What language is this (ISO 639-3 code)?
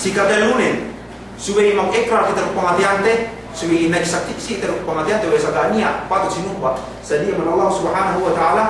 yka